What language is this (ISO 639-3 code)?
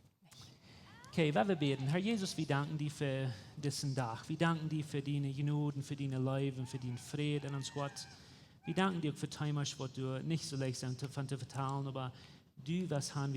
pdt